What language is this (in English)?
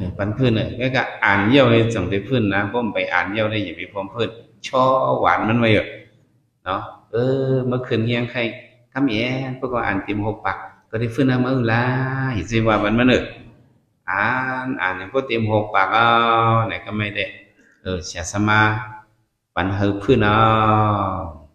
Shan